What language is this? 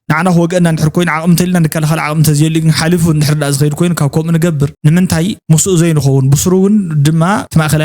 Tigrinya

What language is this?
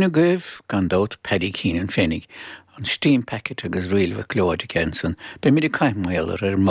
Irish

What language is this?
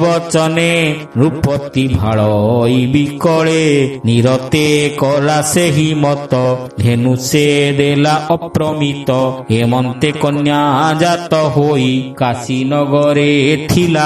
Odia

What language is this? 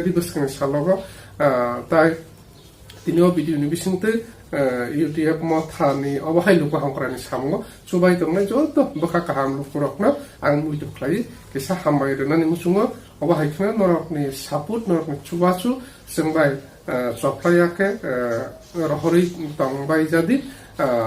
Kok Borok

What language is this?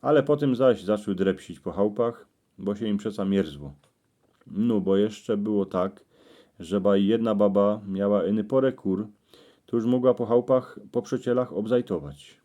Silesian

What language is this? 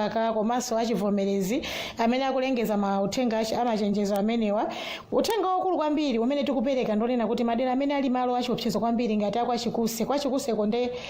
Nyanja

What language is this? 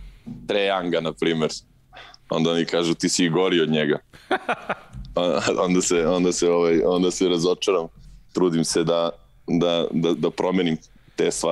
Serbian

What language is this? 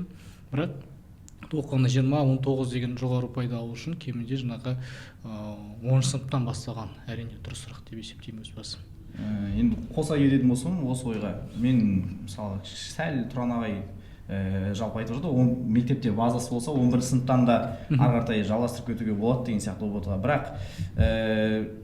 Kazakh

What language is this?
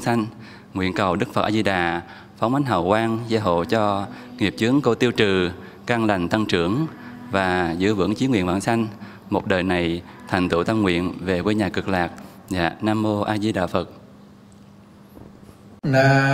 Vietnamese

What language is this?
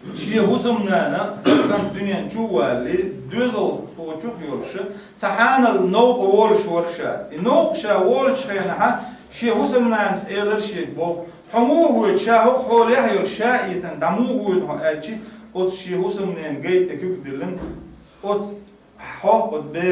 Chechen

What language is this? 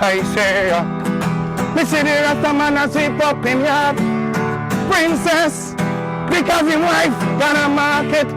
Jamaican Creole English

